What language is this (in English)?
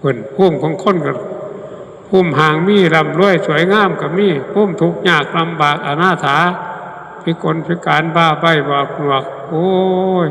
Northeastern Thai